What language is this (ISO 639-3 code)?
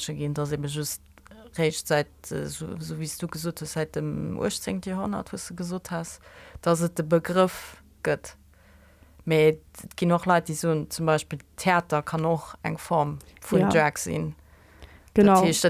ltz